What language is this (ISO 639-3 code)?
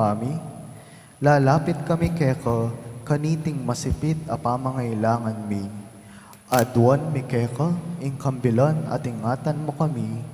pam